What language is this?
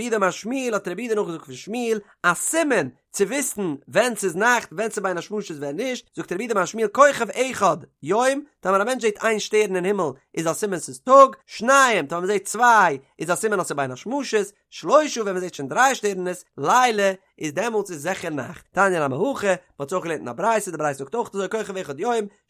Yiddish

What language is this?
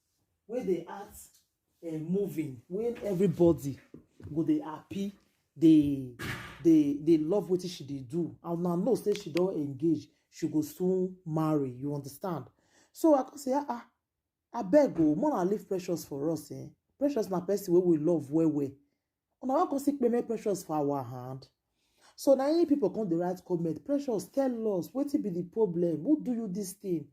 Nigerian Pidgin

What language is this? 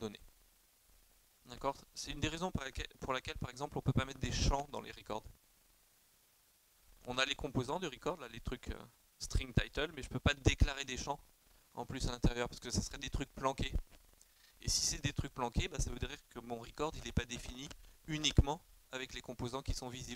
French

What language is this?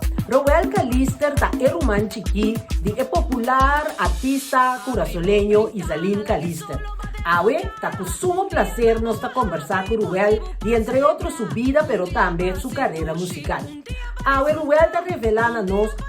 Papiamento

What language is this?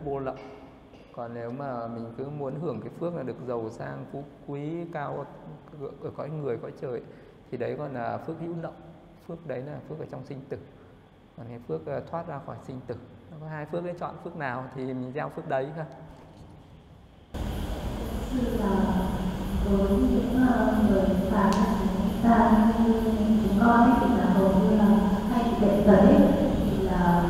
Vietnamese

